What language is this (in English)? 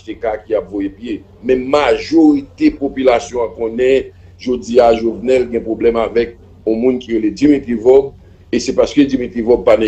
Haitian Creole